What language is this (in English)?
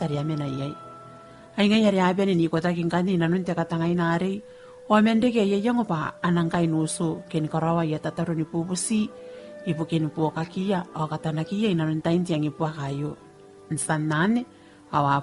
Gilbertese